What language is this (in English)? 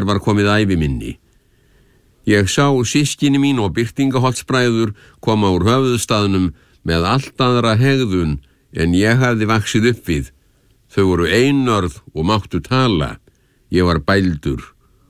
Icelandic